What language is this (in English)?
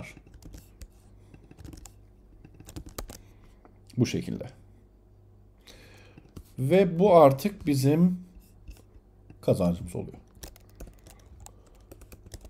Turkish